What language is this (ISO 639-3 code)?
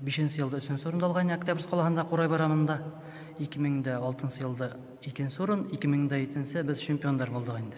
bak